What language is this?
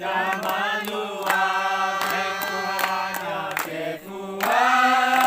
Nias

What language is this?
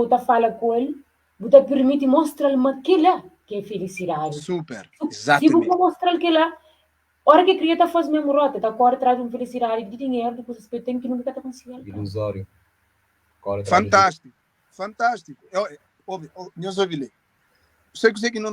Kabuverdianu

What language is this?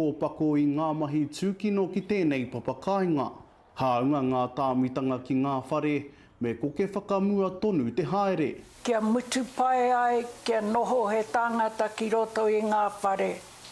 Māori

